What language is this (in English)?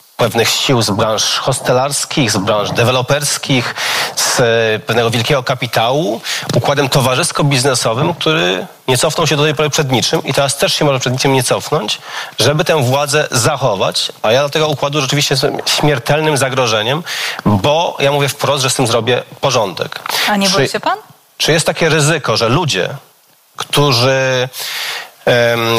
Polish